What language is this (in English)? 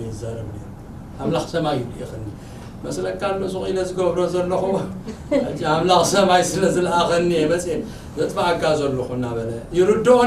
Tigrinya